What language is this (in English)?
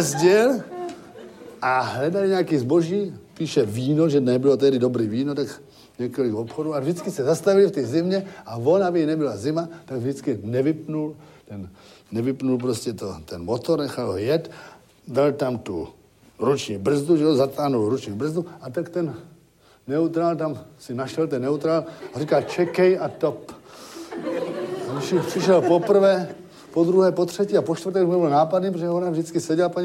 Czech